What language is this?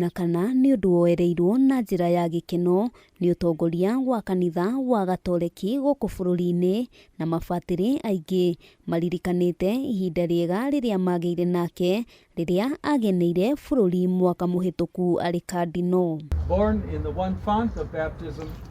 Kikuyu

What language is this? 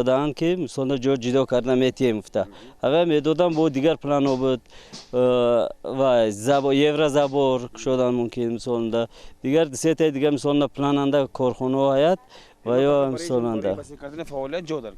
Tajik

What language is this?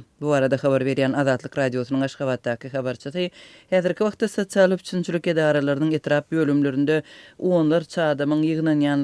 Turkmen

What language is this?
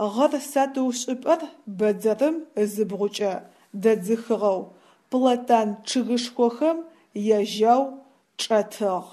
Adyghe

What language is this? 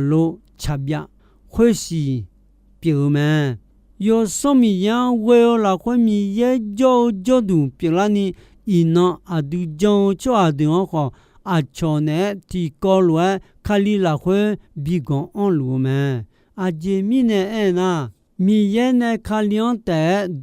Akha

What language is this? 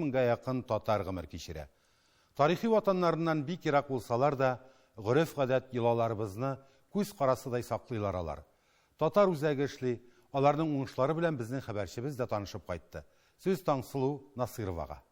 Tatar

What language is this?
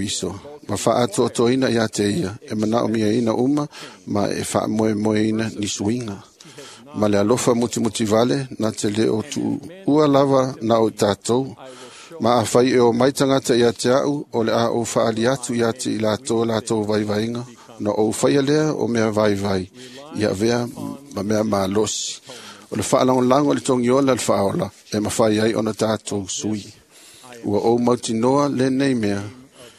Samoan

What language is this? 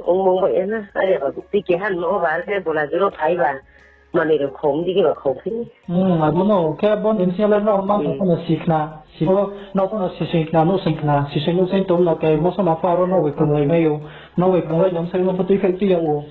Riang (India)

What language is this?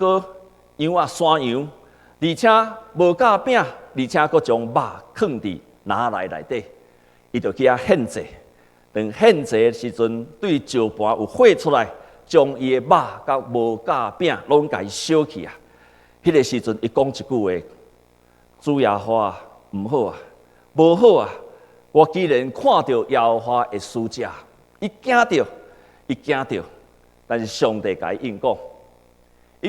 Min Nan Chinese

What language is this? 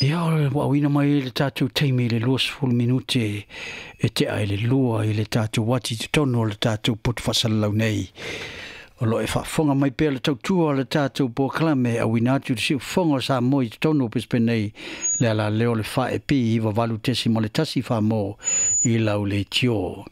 Samoan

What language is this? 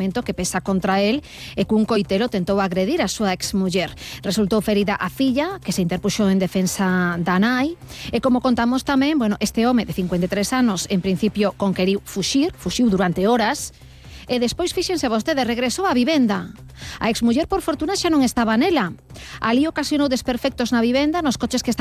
Galician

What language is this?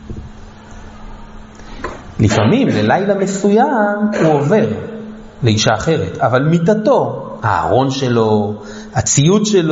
Hebrew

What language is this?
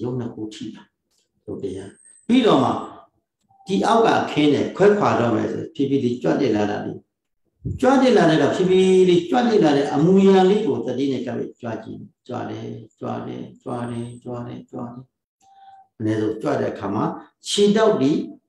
Burmese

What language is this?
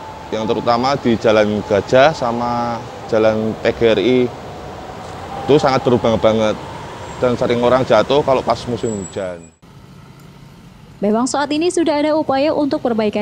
Indonesian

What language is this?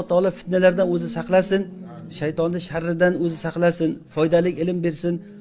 Uzbek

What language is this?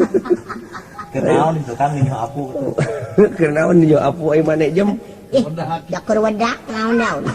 Sundanese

